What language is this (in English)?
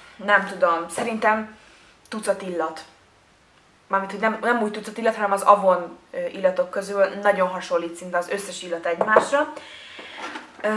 Hungarian